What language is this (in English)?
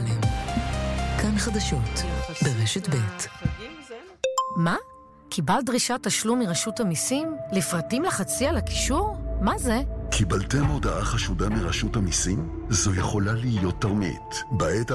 Hebrew